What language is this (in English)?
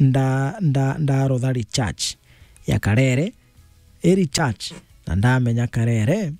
Meru